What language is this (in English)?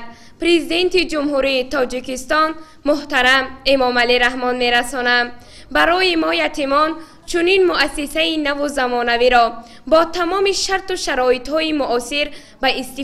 Tajik